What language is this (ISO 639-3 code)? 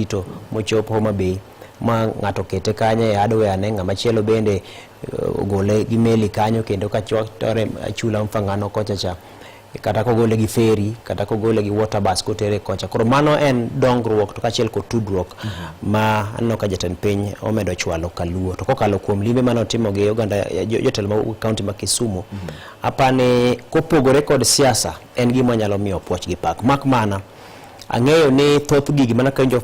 luo